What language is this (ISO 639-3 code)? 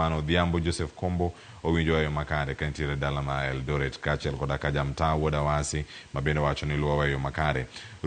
luo